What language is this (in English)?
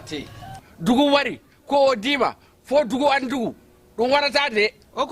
Bambara